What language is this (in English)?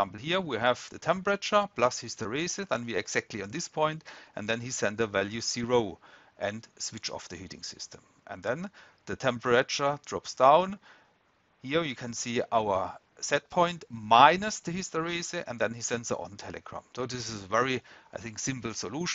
English